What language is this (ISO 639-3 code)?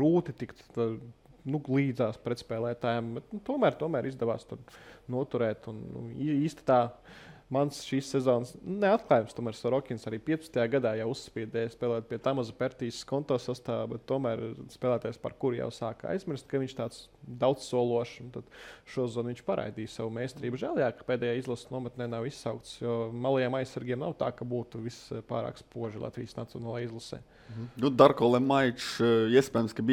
lav